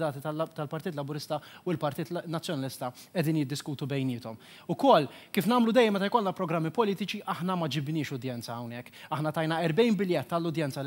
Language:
Maltese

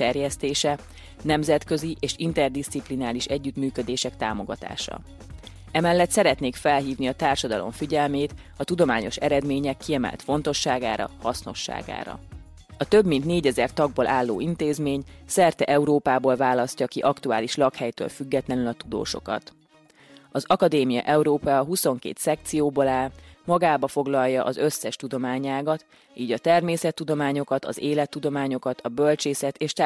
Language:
Hungarian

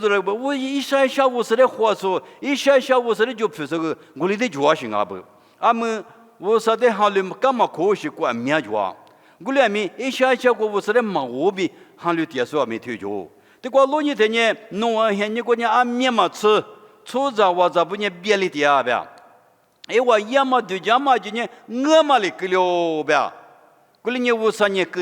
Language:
Lisu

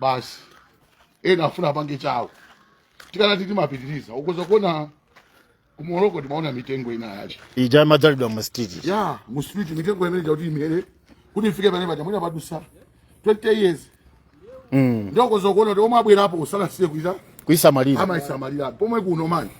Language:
Nyanja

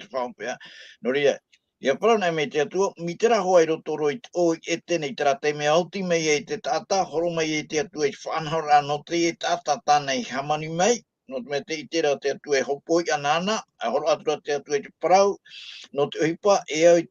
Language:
Tahitian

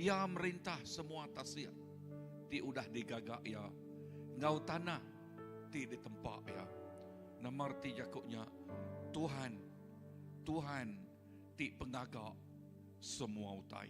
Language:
Iban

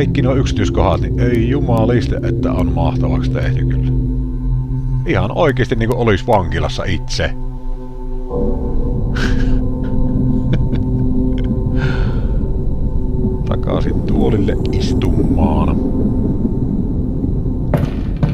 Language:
Finnish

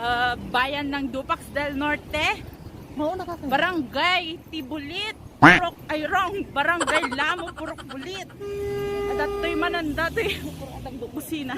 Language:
Iloko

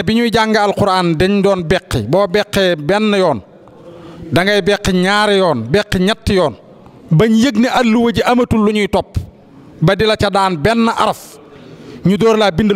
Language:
Wolof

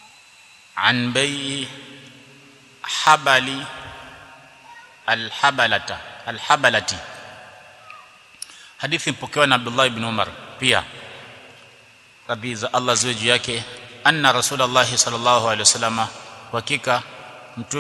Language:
Swahili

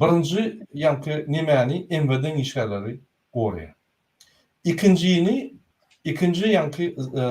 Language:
Turkmen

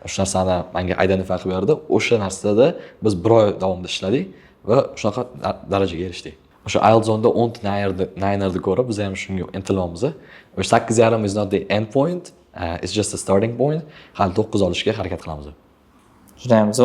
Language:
Uzbek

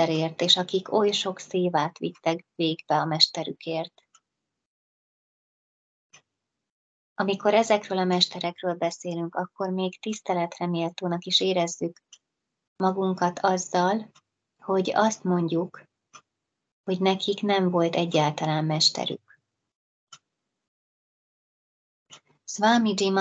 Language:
Hungarian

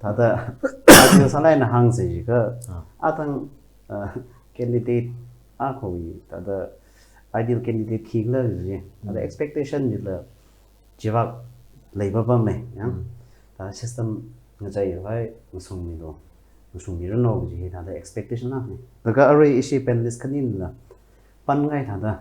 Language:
Tangkhul Naga (India)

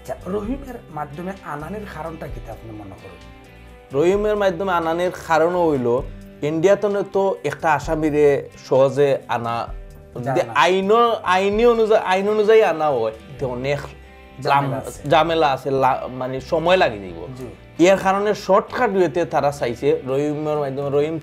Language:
Sylheti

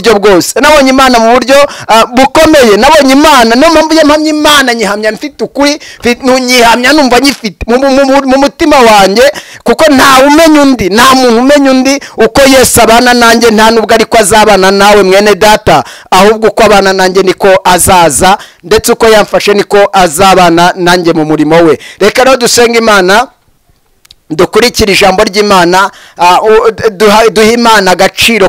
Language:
Kinyarwanda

